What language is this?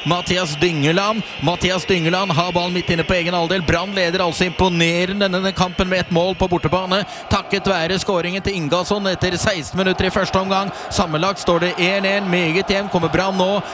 Norwegian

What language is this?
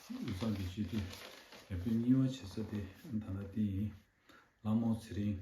Tibetan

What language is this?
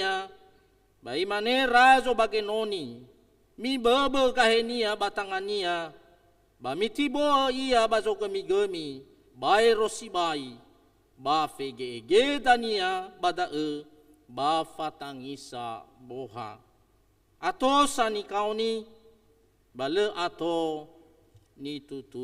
Nias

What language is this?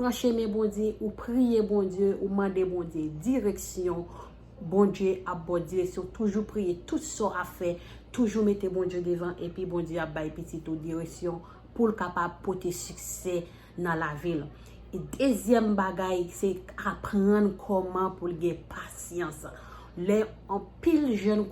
Haitian Creole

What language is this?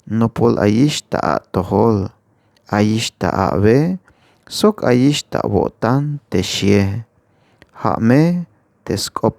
Tzeltal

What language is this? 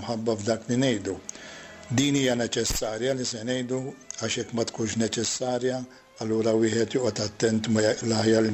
Maltese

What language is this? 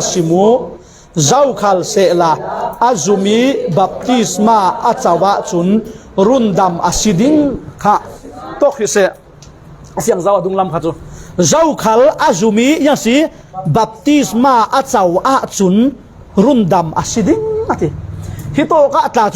Falam Chin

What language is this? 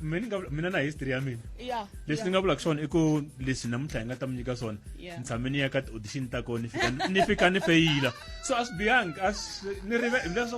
Tsonga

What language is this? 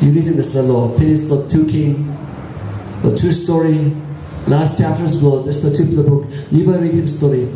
Tok Pisin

